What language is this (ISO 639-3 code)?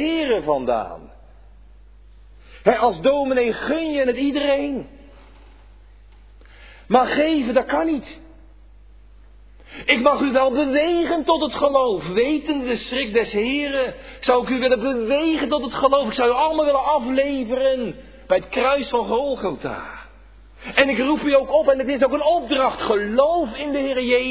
nld